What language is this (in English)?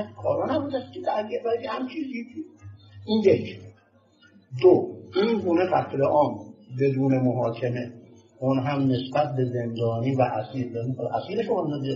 Persian